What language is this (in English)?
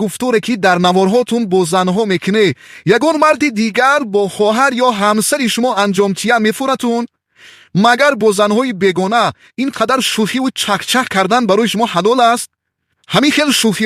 Tajik